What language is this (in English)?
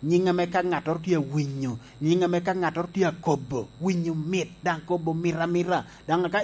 Lango (Uganda)